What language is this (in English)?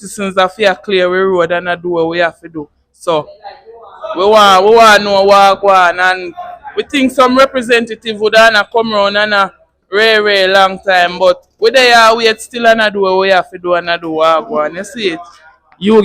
Jamaican Creole English